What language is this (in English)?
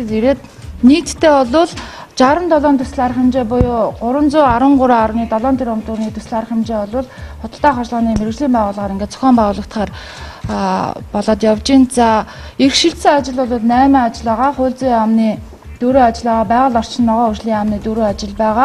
Mongolian